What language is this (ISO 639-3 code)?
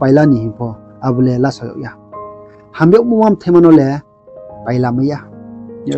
ria